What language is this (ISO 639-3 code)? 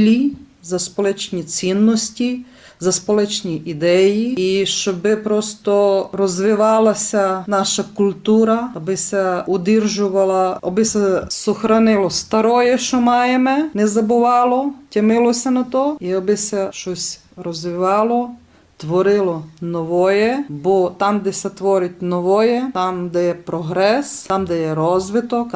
rue